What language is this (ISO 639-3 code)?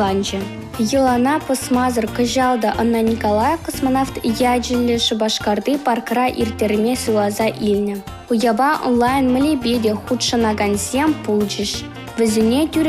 chv